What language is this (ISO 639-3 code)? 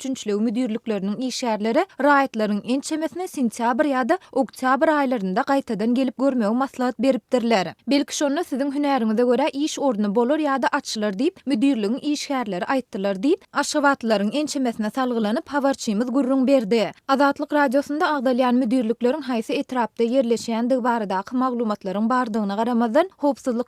tuk